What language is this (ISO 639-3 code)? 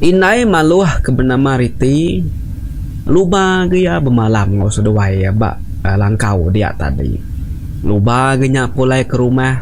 iba